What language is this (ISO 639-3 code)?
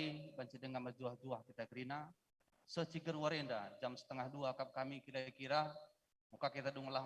btx